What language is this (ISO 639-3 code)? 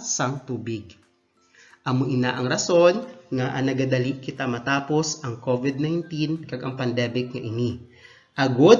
hil